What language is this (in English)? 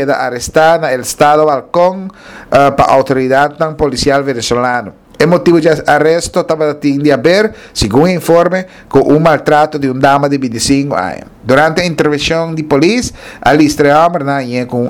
Papiamento